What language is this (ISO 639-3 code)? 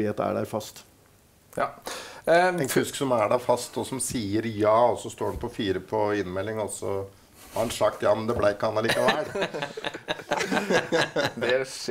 nor